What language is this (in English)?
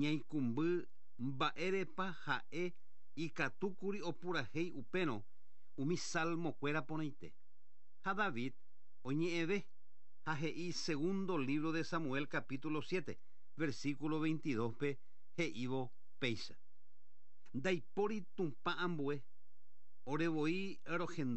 Guarani